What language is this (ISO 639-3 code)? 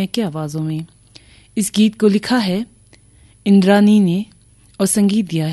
hin